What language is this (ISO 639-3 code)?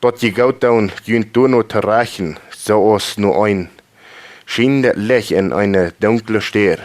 pdt